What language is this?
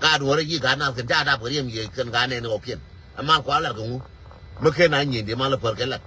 Nuer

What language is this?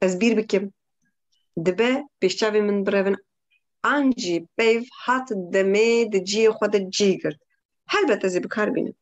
Kurdish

